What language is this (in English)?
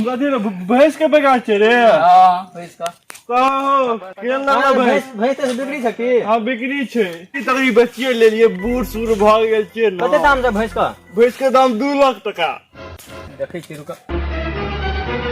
Maithili